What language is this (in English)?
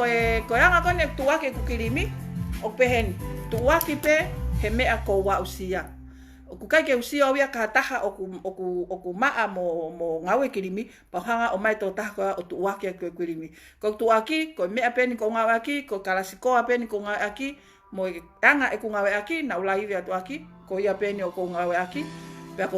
Tongan